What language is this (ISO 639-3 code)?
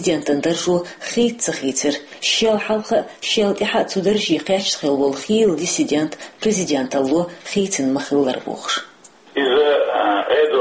che